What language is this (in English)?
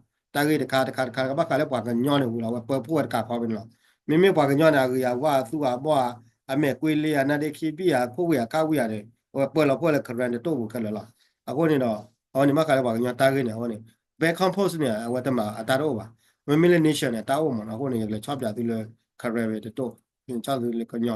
S'gaw Karen